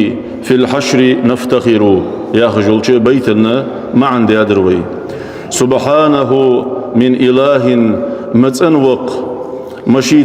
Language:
Ingush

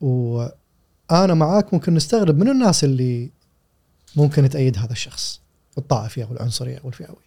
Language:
Gulf Arabic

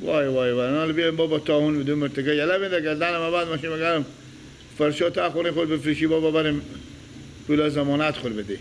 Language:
Persian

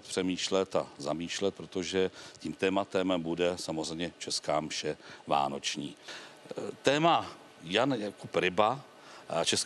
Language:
Czech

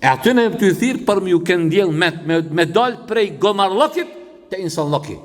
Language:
Albanian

